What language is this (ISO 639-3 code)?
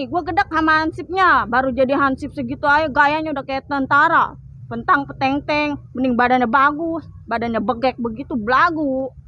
bew